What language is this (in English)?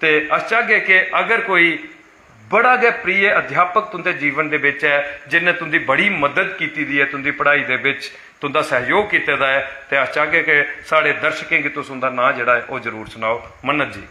Dogri